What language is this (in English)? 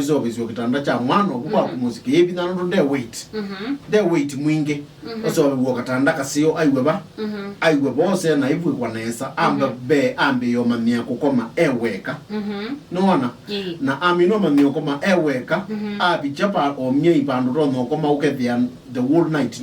Kamba